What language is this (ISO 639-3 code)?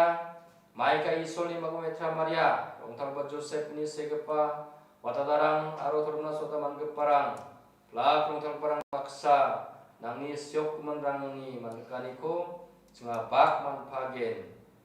grt